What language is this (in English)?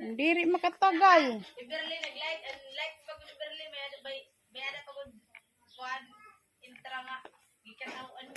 Waray